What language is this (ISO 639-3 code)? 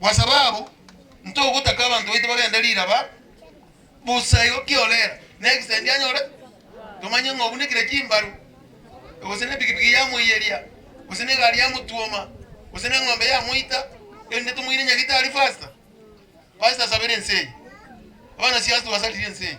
guz